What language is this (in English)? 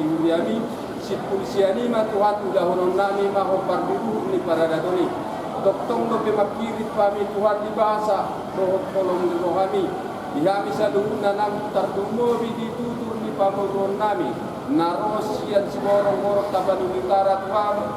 Batak Toba